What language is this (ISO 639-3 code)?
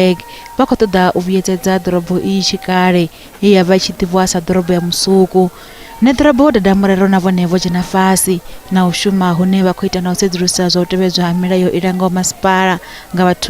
ven